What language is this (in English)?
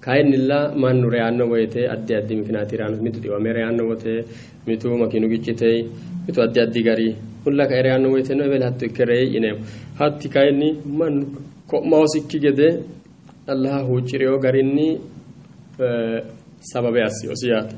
Sidamo